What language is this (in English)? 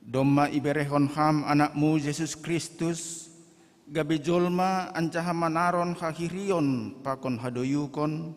Batak Simalungun